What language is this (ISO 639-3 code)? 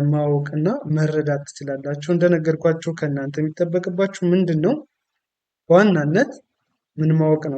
amh